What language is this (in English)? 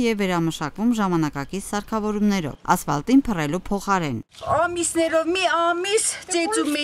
Armenian